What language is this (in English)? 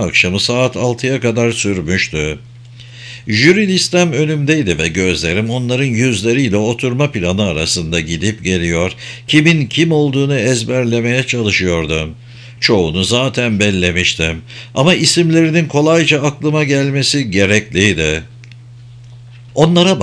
Turkish